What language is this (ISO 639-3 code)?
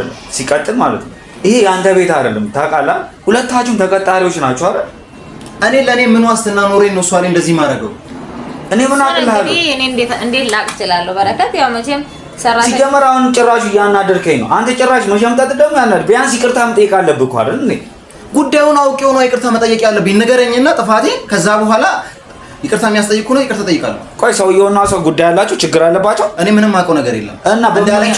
amh